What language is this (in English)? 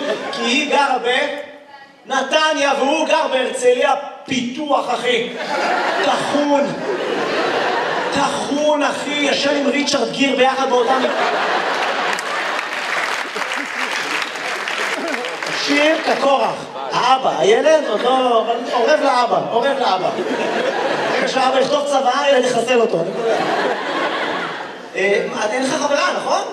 Hebrew